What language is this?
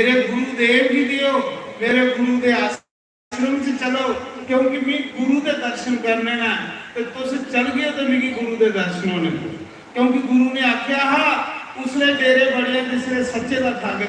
Dogri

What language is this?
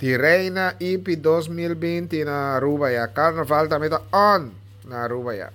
Papiamento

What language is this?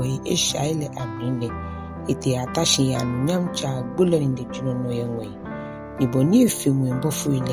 Ga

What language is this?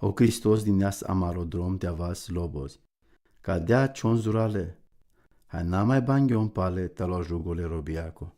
Romany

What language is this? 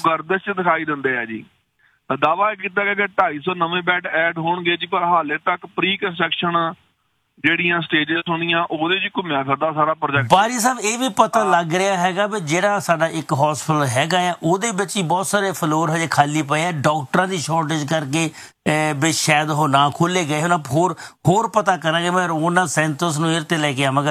Punjabi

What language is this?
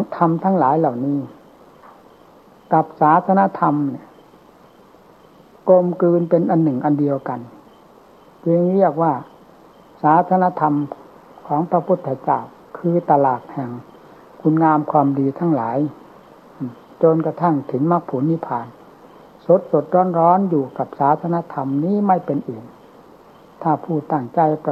Thai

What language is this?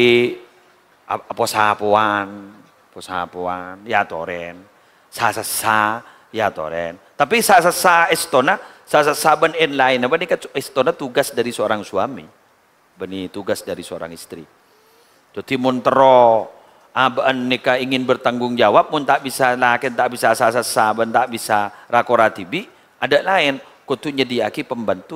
Madurese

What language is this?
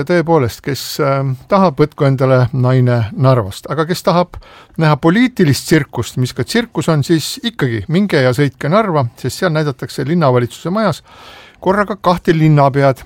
Estonian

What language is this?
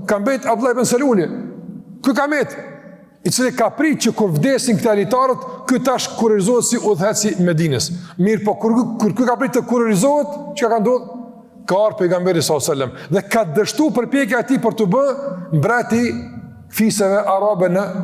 Albanian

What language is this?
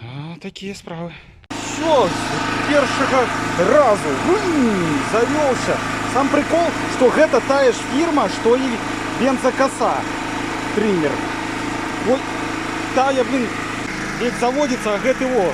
Belarusian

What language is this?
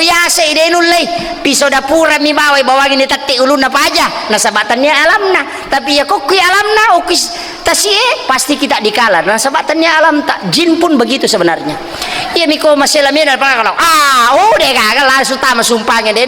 Buginese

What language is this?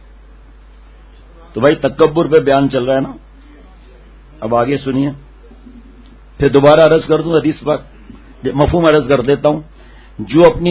Urdu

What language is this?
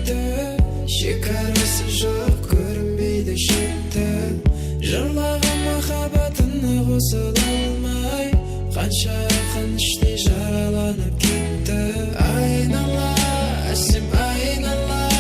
Kara-Kalpak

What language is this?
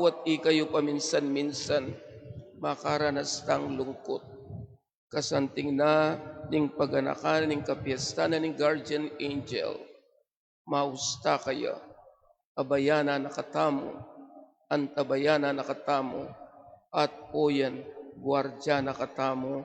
Pampanga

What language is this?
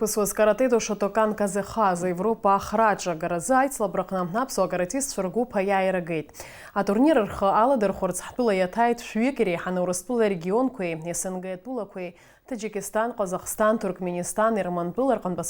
Abkhazian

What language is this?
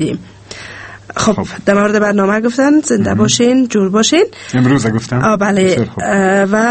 Persian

